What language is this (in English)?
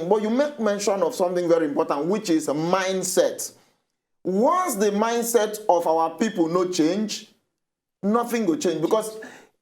Nigerian Pidgin